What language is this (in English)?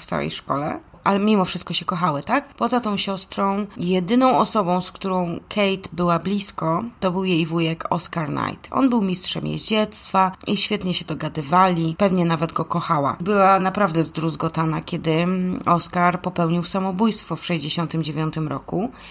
Polish